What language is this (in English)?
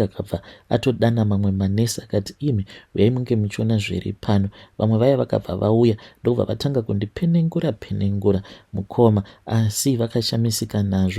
Shona